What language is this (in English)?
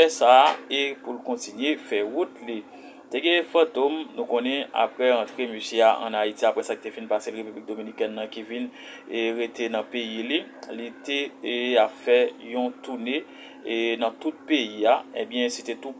Haitian Creole